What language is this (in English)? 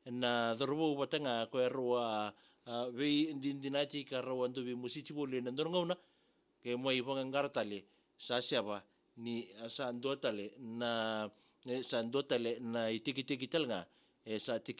Fijian